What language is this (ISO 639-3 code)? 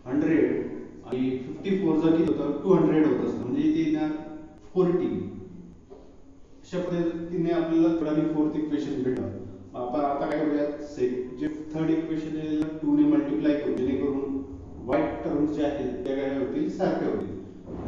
mar